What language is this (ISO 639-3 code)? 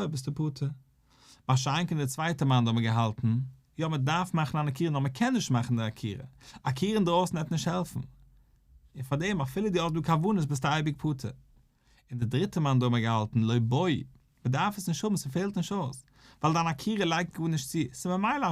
yid